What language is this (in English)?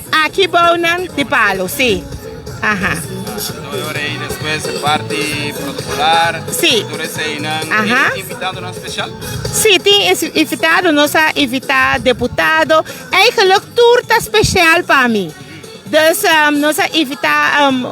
Papiamento